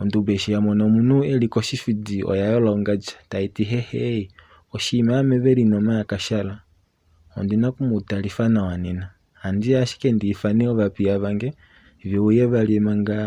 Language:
Kuanyama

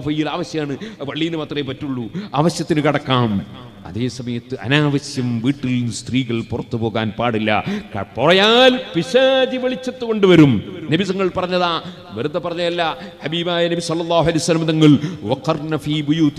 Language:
Malayalam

